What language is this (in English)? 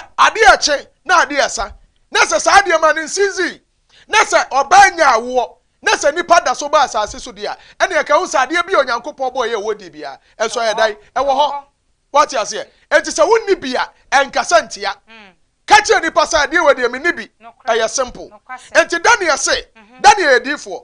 Akan